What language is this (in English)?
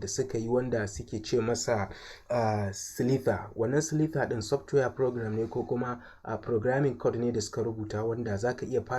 Hausa